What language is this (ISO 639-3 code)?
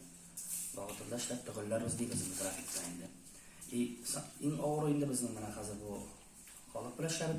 tat